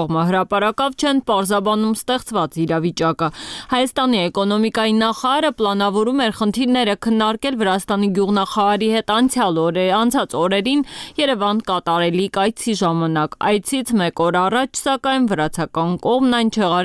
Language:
Armenian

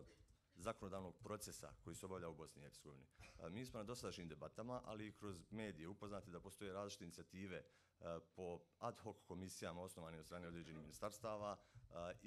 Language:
Bosnian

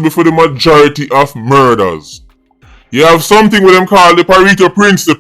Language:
Jamaican Creole English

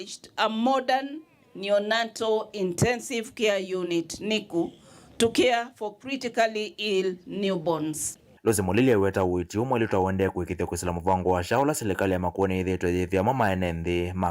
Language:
Kamba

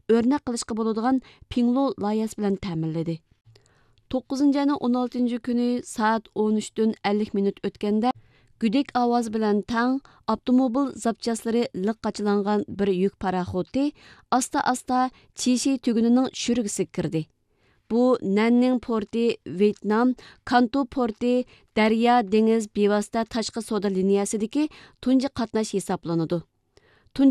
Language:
Uyghur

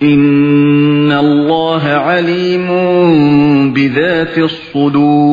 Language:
Uyghur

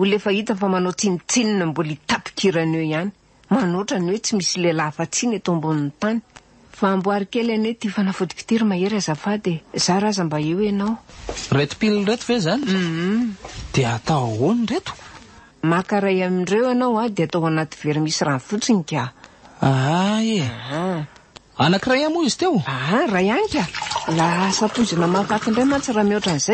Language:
Malagasy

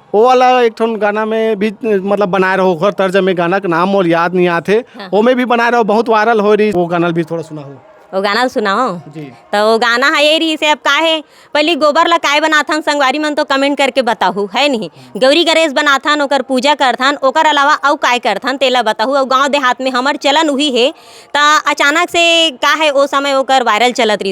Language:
Chhattisgarhi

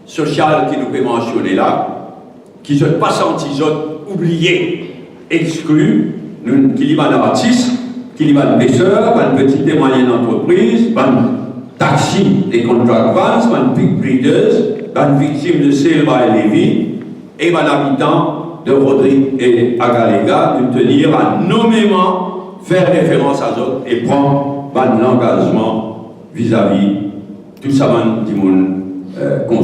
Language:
Morisyen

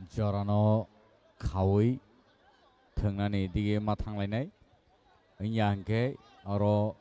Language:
Kok Borok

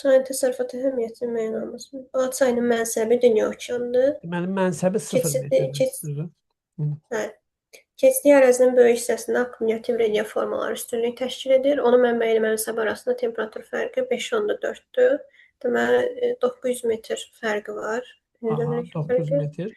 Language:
Azerbaijani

